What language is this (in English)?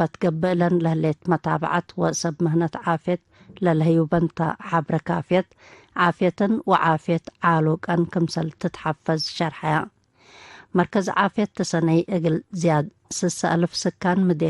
Tigre